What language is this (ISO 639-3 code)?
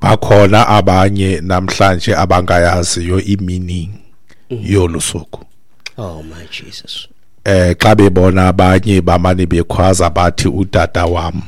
xho